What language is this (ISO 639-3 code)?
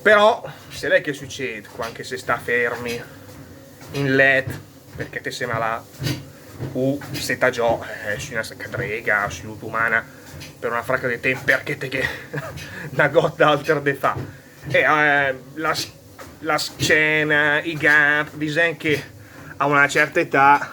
lmo